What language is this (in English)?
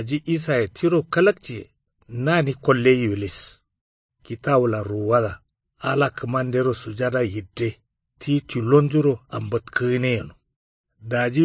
Kanuri